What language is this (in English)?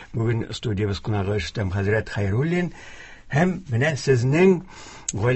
Tatar